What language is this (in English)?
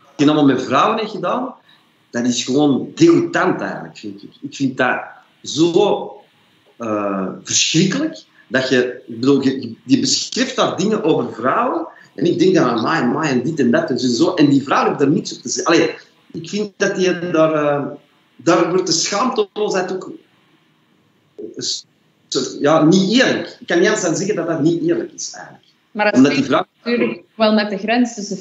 Dutch